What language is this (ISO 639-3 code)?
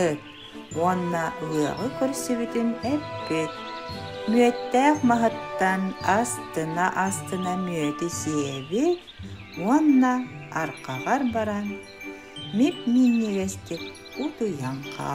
sah